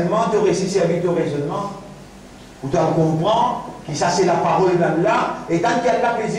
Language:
Morisyen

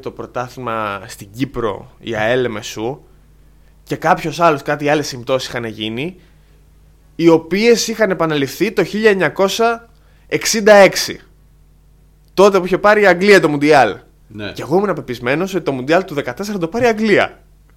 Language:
Greek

